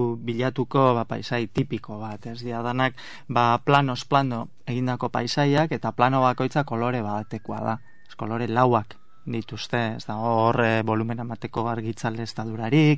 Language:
Basque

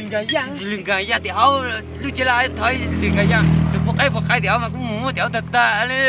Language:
Hmong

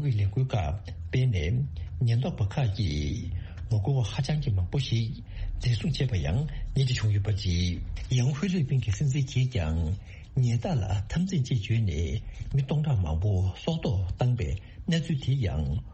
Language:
Tibetan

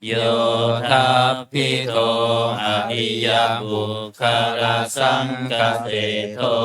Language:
Pali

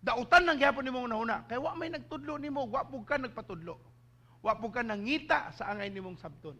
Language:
Cebuano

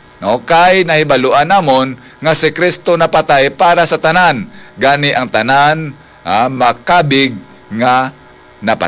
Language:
Hiligaynon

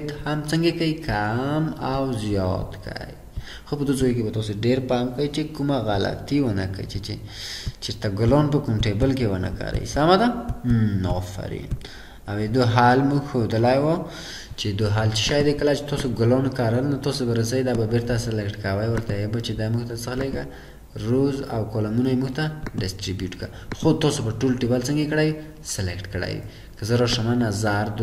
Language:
Pashto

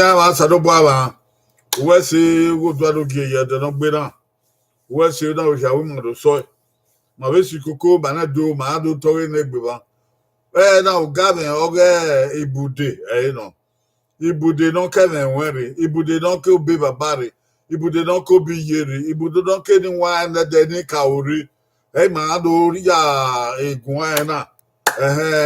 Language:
Bini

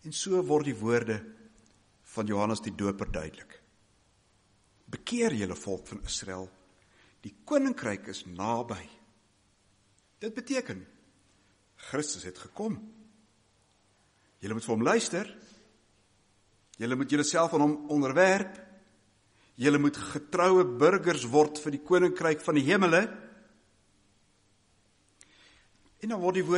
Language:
Afrikaans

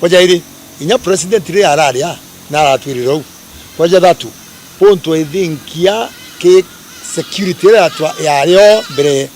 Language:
Meru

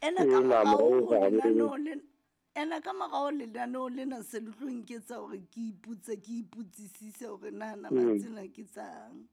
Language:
Southern Sotho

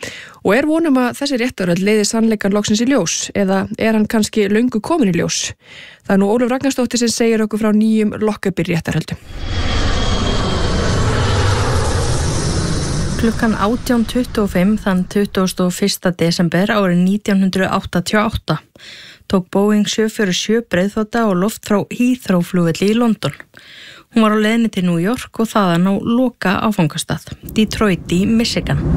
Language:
Icelandic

